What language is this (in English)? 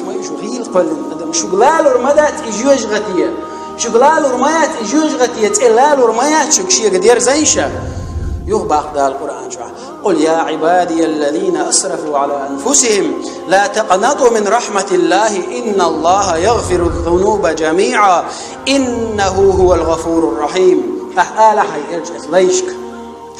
Chechen